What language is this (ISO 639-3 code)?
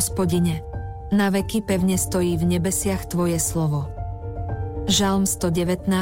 slk